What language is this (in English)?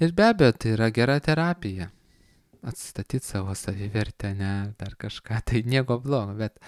Lithuanian